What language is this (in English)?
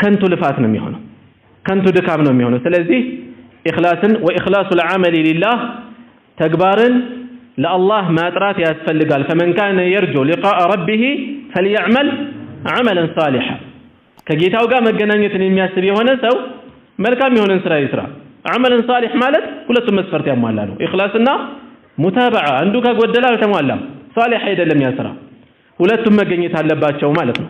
Amharic